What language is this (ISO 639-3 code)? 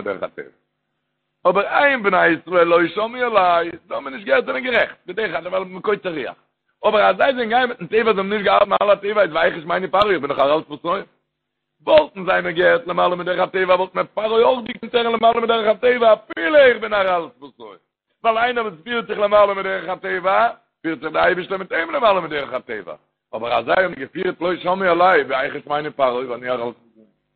yid